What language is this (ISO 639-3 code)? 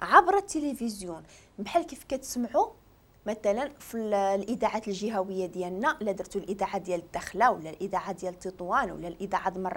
ary